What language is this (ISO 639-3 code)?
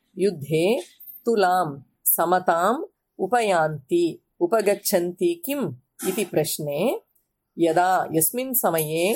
san